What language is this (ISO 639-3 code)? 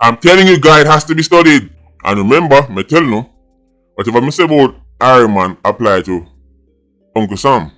jam